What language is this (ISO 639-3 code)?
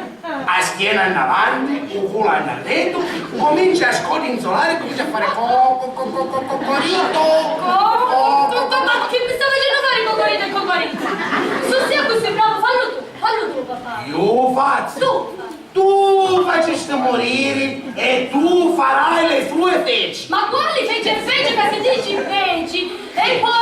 scn